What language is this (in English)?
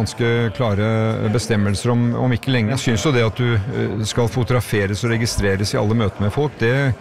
Norwegian